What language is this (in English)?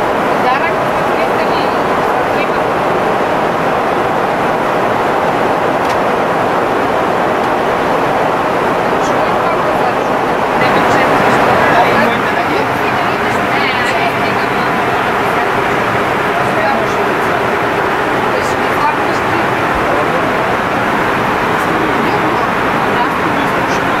Bulgarian